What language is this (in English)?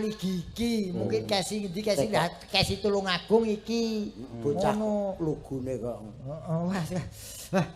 Javanese